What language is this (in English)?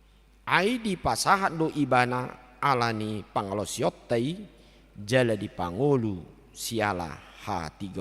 Batak Toba